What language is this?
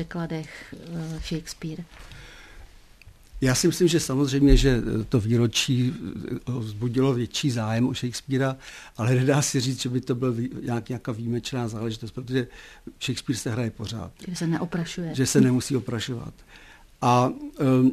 Czech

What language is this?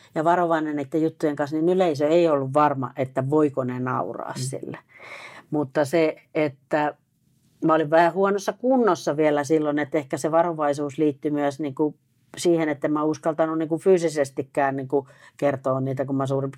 Finnish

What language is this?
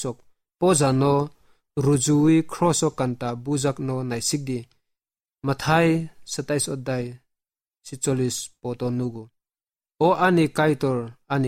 Kok Borok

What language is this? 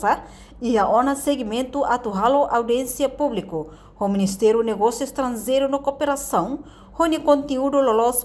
Tetum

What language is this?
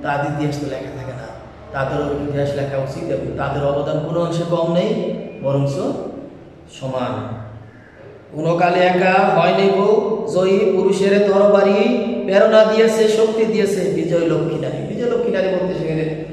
Bangla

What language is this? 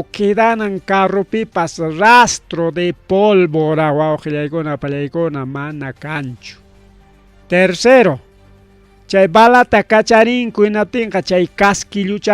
Ayacucho Quechua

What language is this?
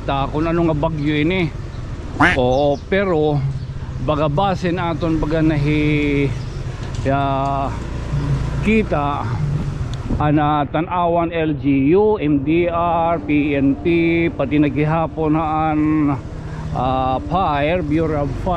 Waray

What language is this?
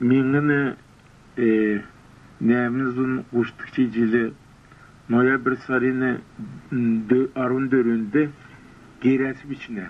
Kalmyk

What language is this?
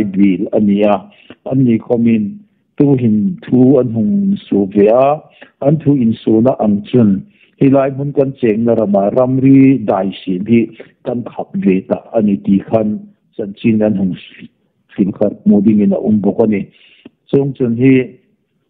Hmar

